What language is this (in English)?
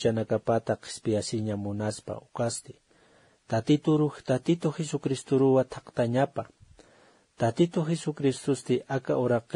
Aymara